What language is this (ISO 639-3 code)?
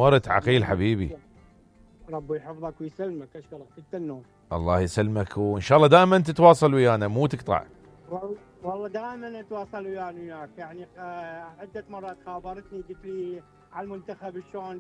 acm